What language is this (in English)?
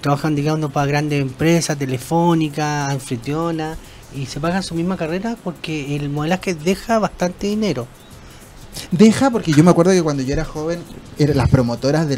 Spanish